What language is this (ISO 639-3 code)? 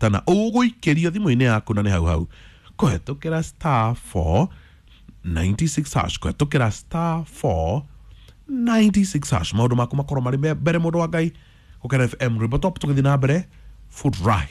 kik